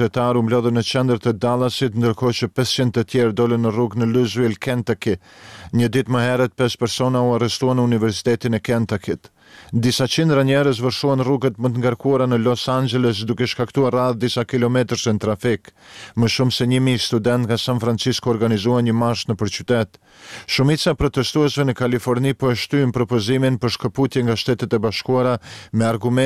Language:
Albanian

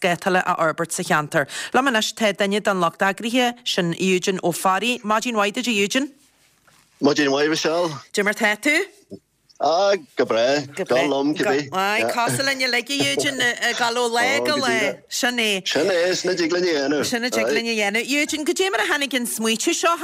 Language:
Irish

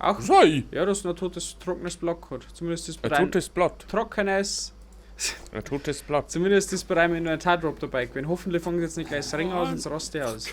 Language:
Bavarian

